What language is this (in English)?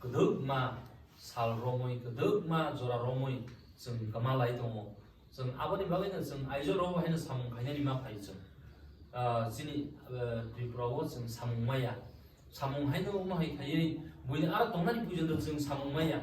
Kok Borok